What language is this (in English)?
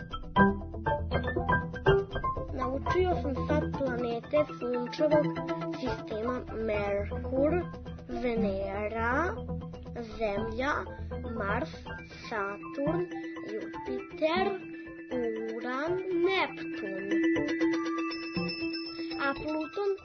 Serbian